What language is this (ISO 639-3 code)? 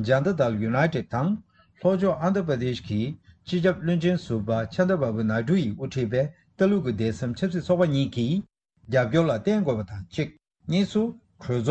bod